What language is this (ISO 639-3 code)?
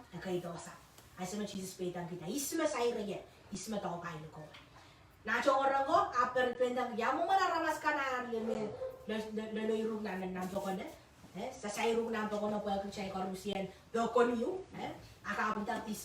pon